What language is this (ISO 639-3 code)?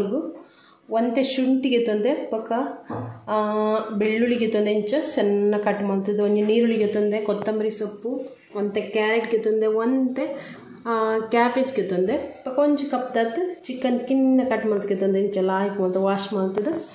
tcy